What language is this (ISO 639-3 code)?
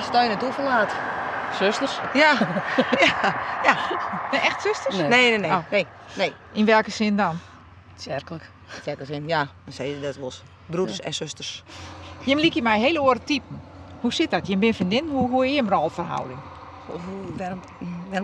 fry